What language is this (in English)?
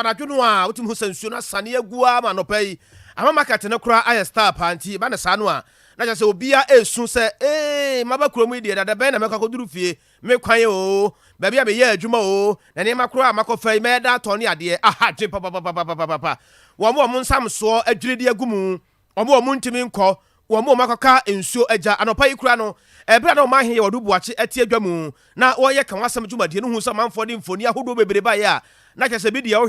Akan